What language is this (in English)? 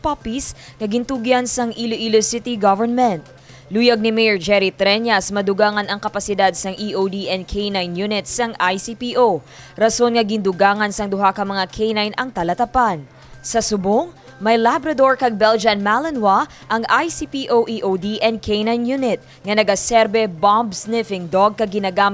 Hiligaynon